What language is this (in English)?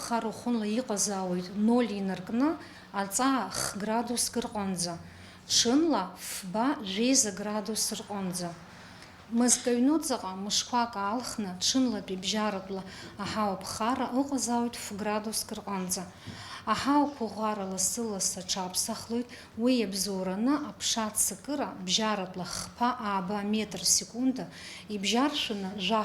Abkhazian